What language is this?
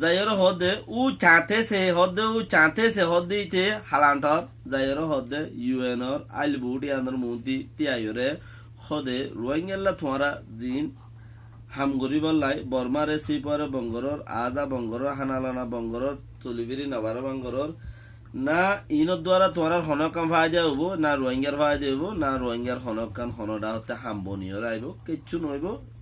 Rohingya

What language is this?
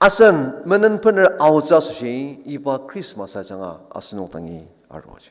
Ao Naga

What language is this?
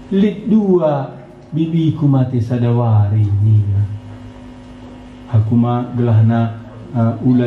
Batak Karo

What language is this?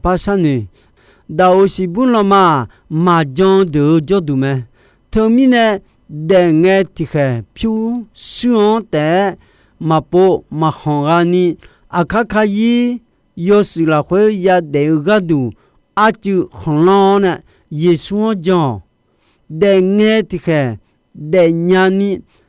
Akha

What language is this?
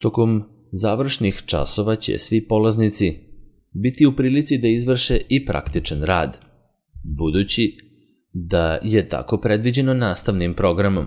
Serbian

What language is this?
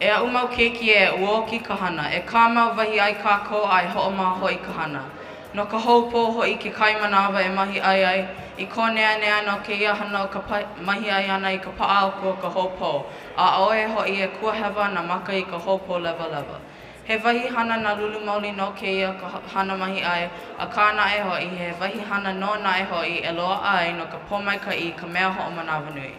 Hawaiian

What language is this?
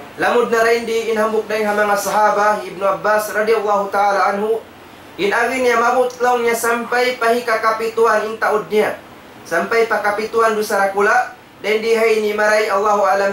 Tausug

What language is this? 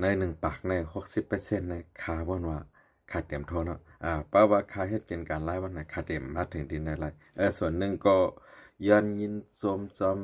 Shan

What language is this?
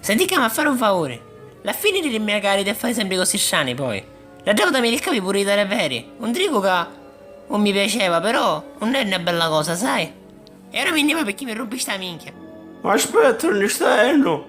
Sicilian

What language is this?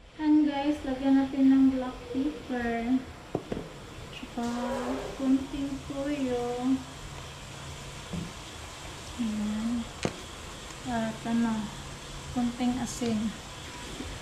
Filipino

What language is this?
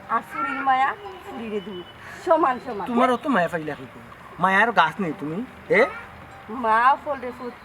Sylheti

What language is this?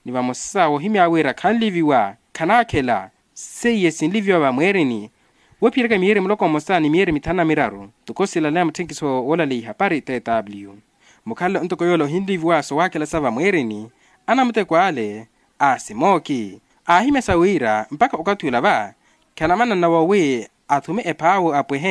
Makhuwa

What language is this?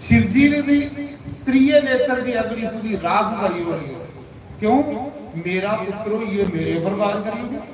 Dogri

